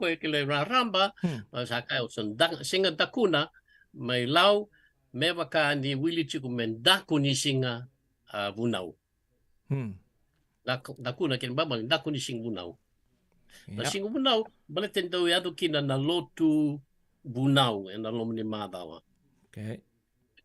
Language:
Fijian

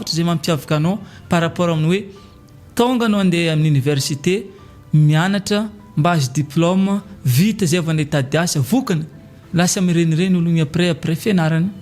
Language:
Malagasy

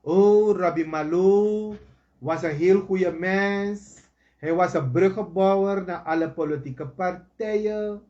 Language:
Sranan Tongo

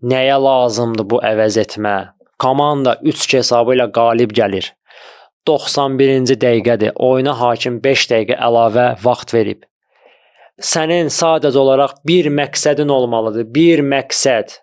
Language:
Azerbaijani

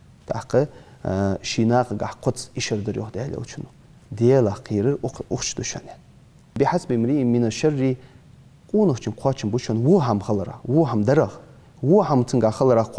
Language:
Ingush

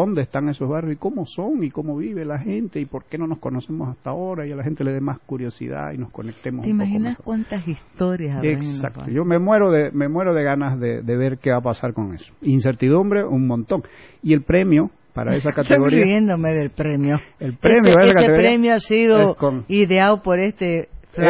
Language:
Spanish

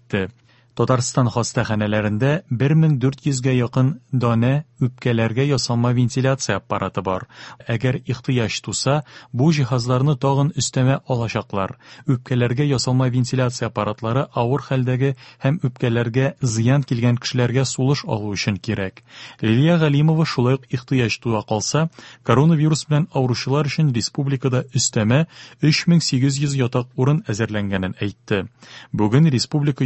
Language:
Tatar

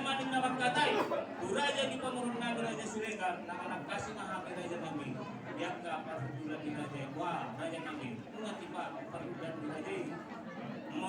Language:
Batak Toba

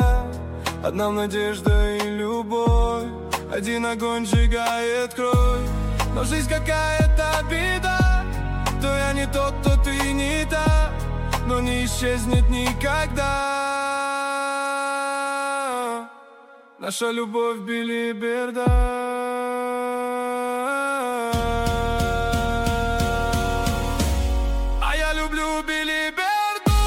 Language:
Russian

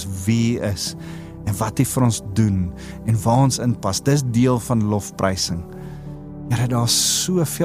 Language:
Afrikaans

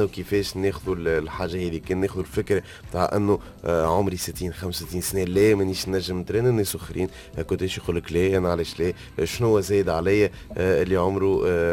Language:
Tunisian Arabic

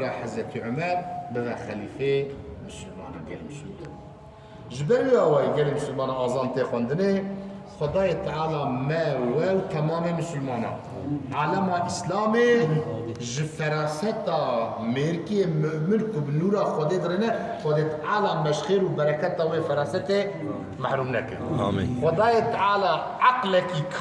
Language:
Kurdish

